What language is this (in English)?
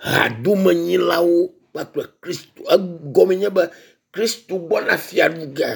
Ewe